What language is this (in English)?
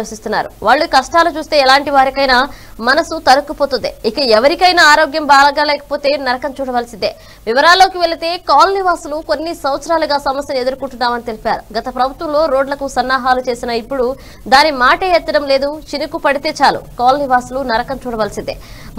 Telugu